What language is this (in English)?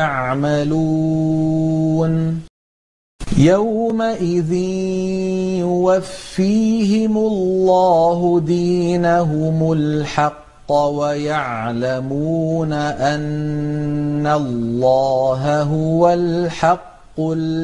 Arabic